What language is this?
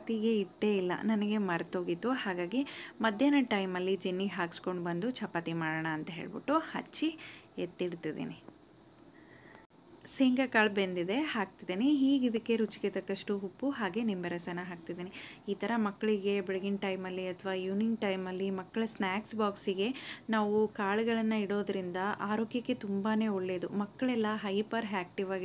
Kannada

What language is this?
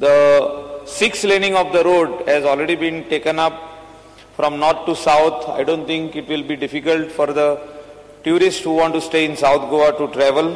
Konkani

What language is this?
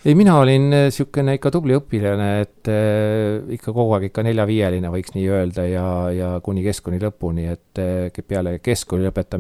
Estonian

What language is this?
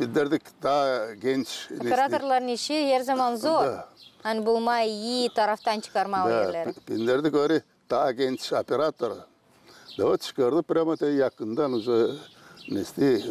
Gagauz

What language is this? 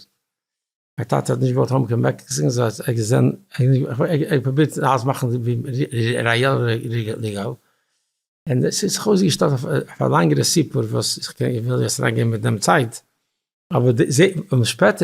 Yiddish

